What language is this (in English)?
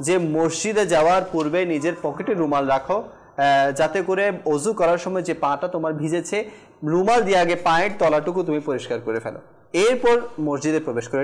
Bangla